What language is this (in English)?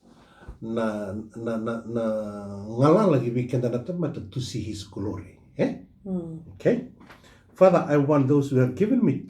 Fijian